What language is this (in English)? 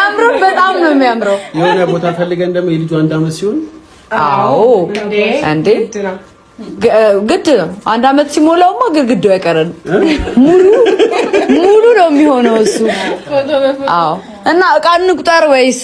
Amharic